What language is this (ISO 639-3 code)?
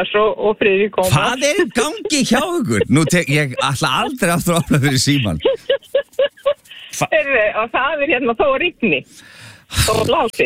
isl